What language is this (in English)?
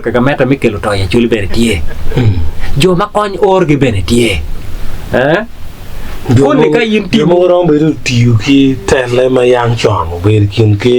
Acoli